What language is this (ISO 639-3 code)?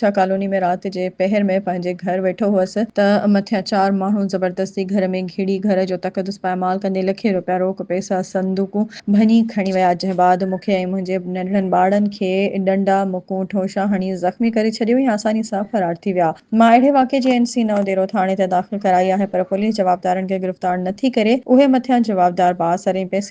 snd